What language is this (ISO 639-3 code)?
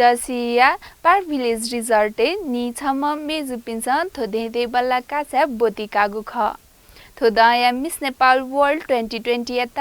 new